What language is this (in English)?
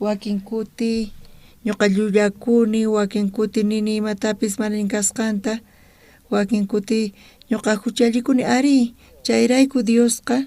South Bolivian Quechua